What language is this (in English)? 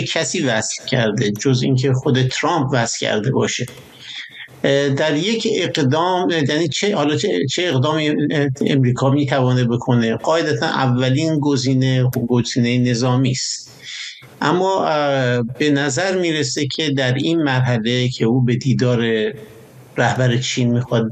Persian